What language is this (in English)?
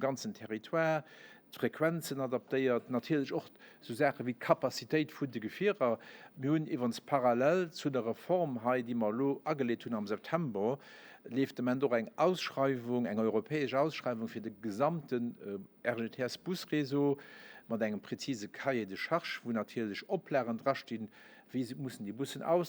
Luxembourgish